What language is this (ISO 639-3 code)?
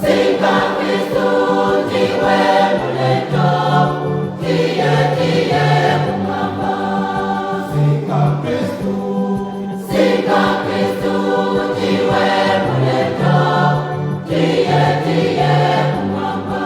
nya